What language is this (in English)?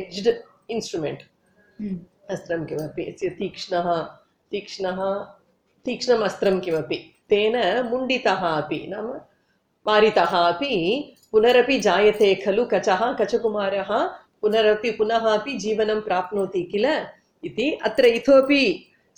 Sanskrit